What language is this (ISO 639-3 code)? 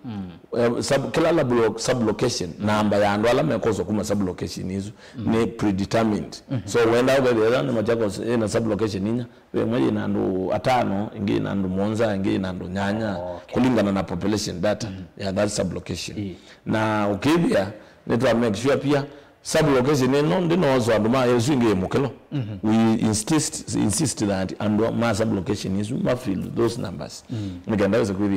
kam